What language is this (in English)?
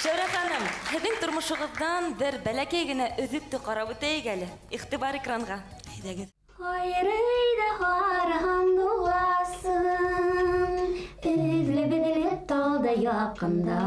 Bashkir